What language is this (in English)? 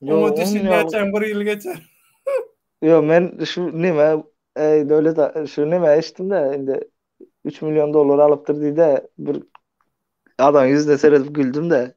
Turkmen